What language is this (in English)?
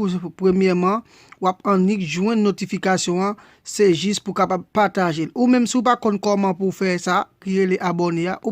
Haitian Creole